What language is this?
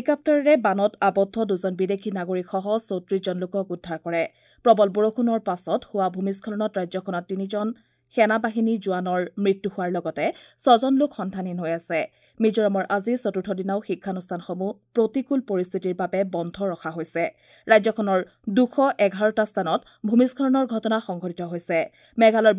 Assamese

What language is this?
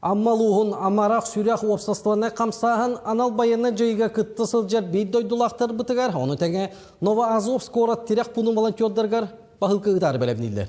Yakut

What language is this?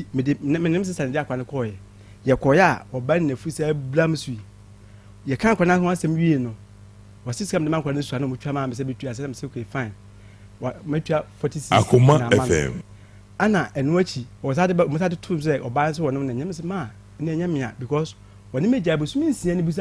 Akan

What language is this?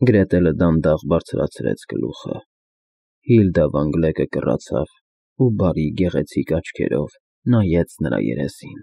Armenian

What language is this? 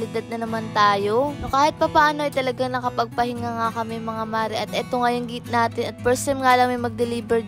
Filipino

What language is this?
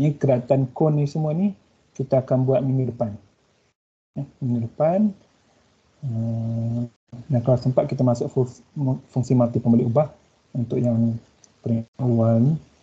Malay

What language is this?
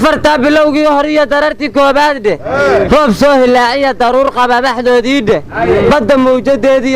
Somali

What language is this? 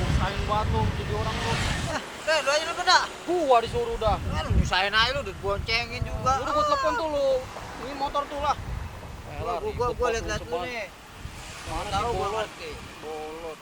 Betawi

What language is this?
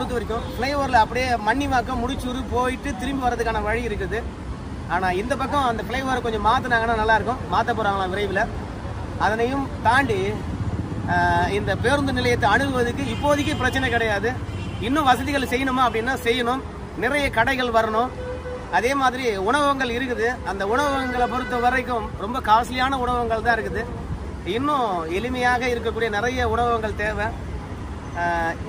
Tamil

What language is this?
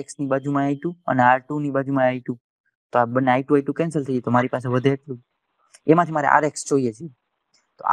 Gujarati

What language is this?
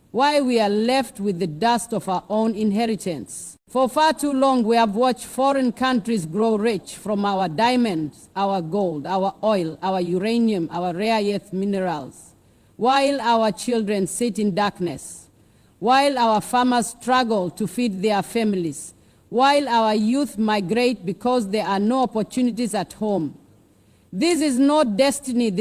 English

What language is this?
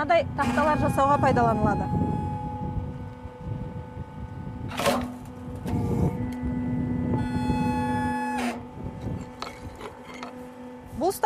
Kazakh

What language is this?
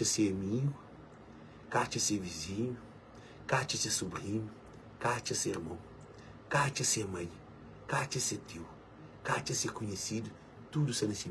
Kabuverdianu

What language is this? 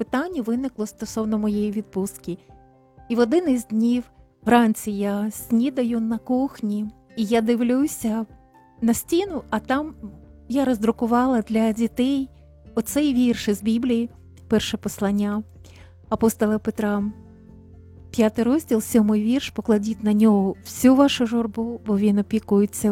Ukrainian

